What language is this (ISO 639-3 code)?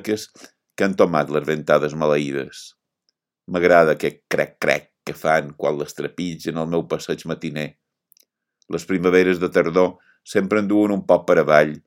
cat